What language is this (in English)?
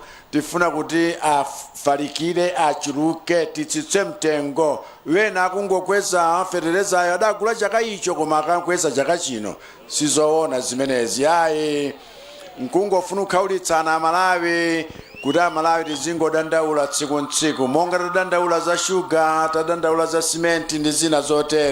Nyanja